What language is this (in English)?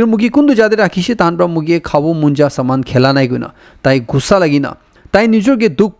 Naga Pidgin